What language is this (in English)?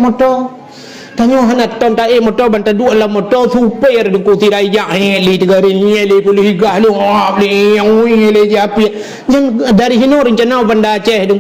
Achinese